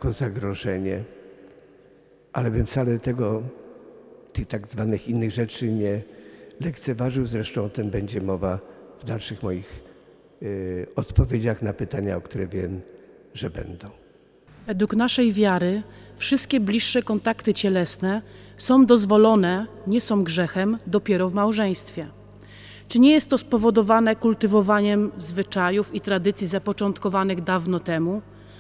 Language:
Polish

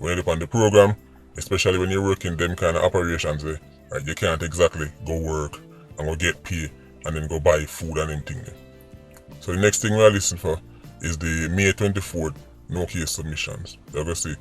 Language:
Jamaican Creole English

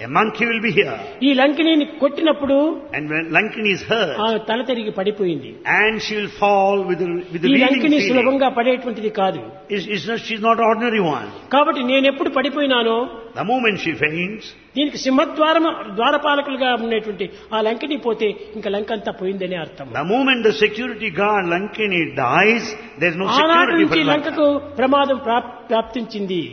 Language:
Telugu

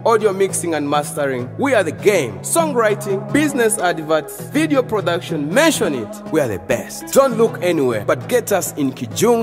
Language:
Nyoro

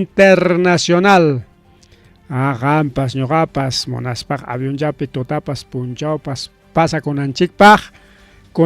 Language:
Ayacucho Quechua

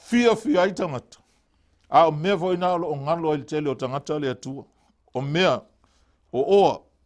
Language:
Samoan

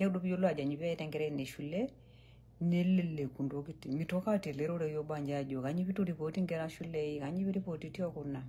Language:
Masai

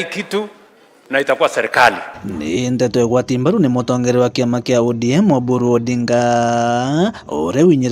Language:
Meru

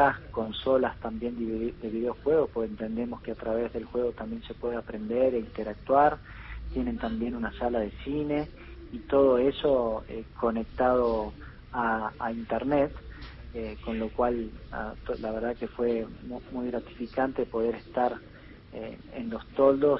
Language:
Spanish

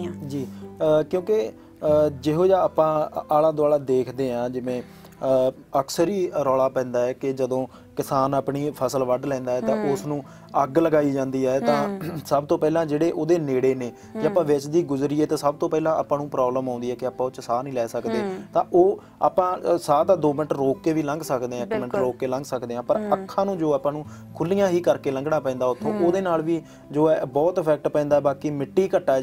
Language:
Punjabi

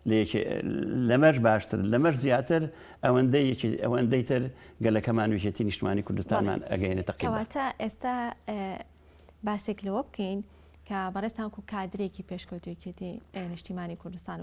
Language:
Central Kurdish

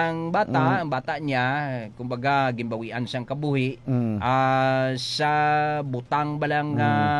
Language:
Hiligaynon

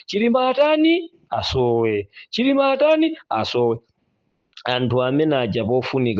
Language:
Nyanja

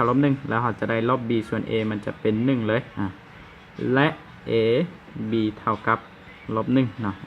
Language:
Lao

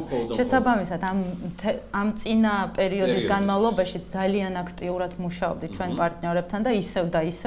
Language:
Georgian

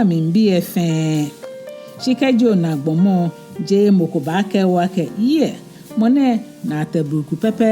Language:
Ga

